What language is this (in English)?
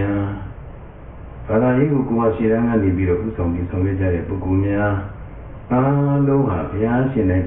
Burmese